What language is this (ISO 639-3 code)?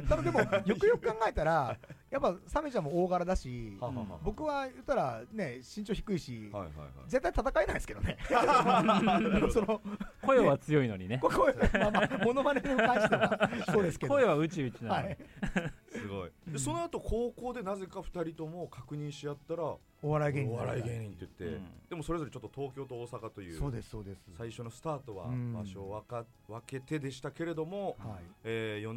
jpn